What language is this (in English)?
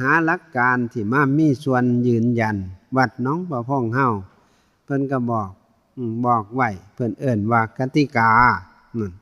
Northeastern Thai